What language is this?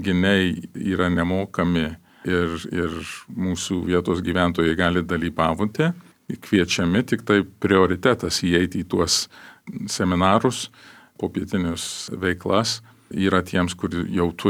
Lithuanian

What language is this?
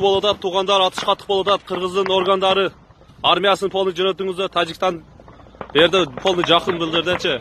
Kyrgyz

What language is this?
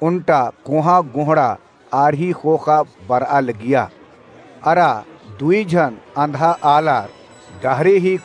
Kurukh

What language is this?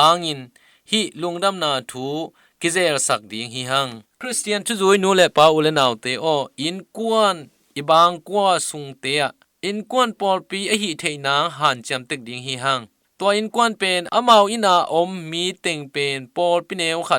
Tedim Chin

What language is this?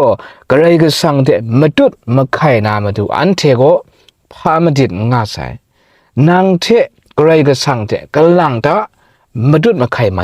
Kachin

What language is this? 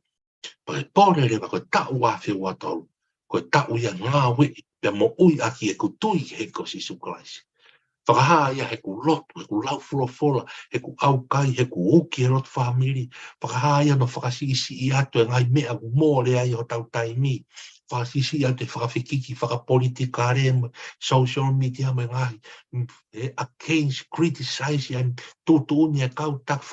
Tongan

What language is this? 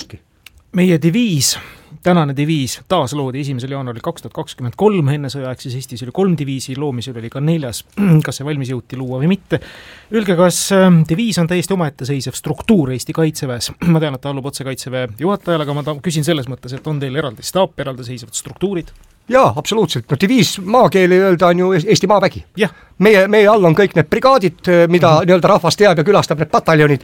Estonian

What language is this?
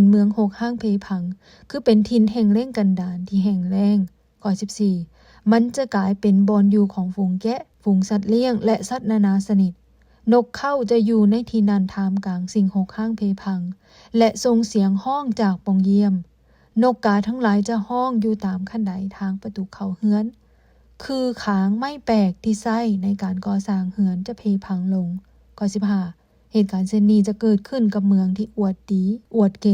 Lao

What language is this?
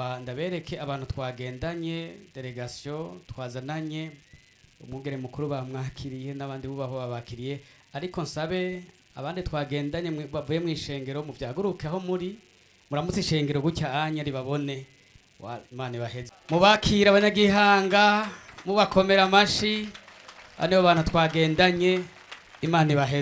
Rundi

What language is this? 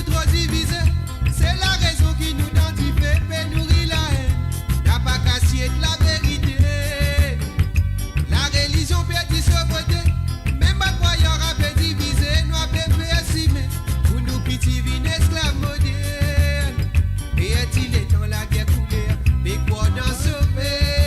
Morisyen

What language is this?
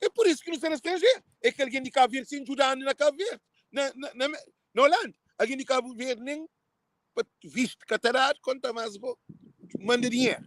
Kabuverdianu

